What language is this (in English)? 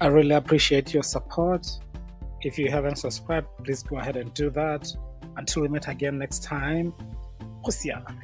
Tswana